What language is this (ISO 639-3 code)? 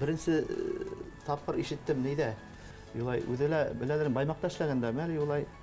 bak